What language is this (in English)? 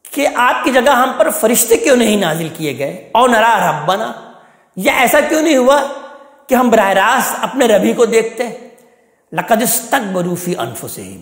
Urdu